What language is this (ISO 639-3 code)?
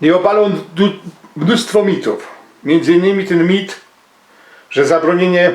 szl